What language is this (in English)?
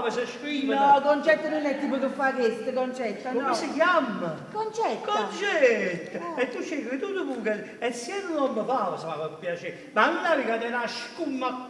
Neapolitan